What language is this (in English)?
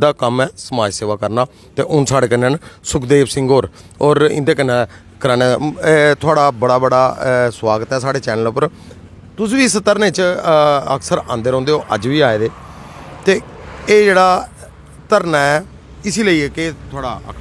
Dogri